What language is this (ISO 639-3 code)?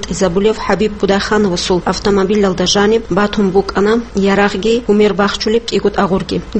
ava